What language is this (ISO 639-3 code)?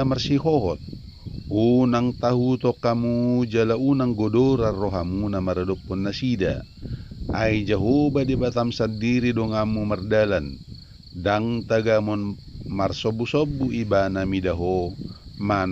bbc